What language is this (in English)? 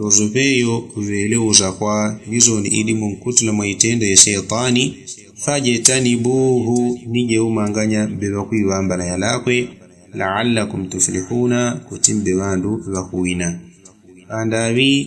Yao